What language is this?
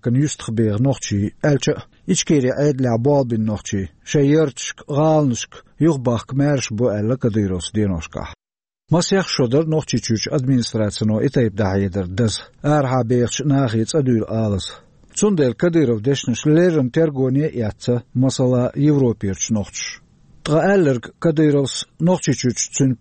Chechen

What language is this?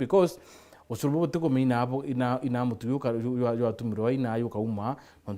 Meru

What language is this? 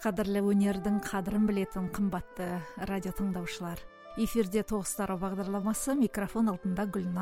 Kazakh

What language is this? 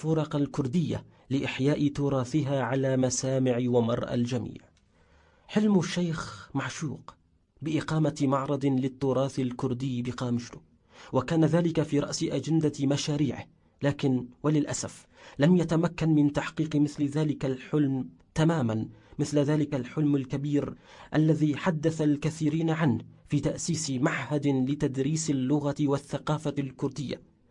Kurdish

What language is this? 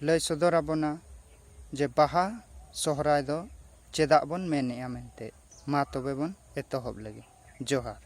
Santali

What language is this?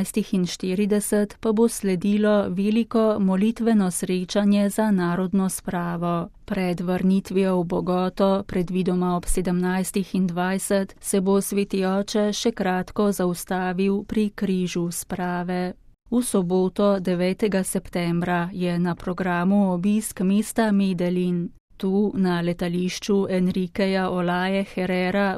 Slovenian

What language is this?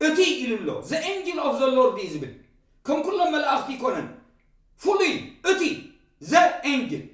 Tigrinya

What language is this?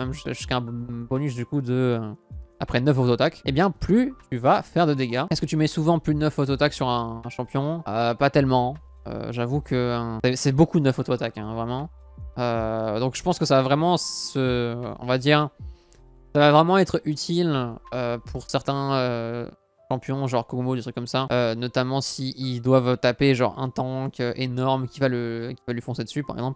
French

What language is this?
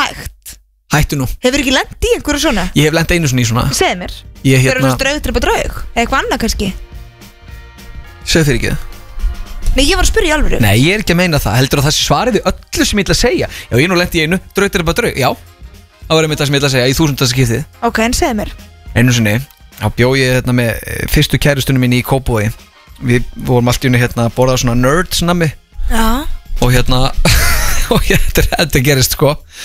Icelandic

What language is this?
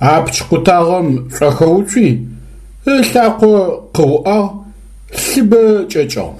Adyghe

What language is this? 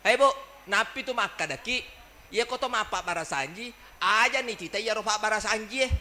Buginese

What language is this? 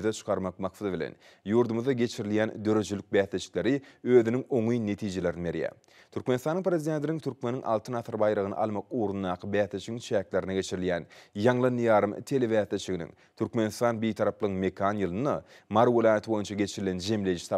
Turkmen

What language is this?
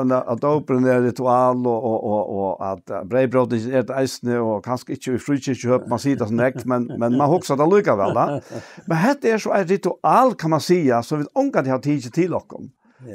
Faroese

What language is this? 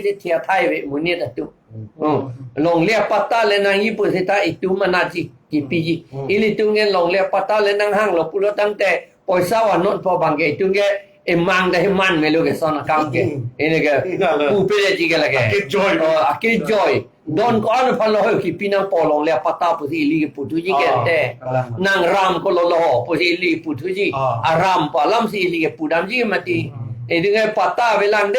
Karbi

